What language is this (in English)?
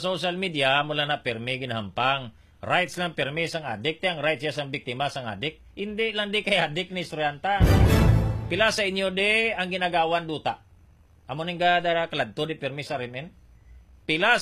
Hiligaynon